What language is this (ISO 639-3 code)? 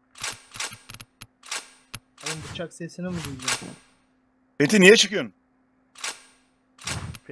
tur